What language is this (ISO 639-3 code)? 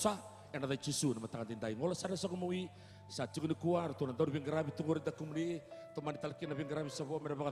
fij